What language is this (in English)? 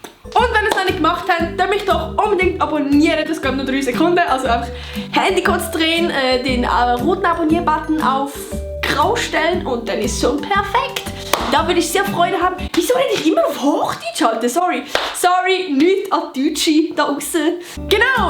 Swiss German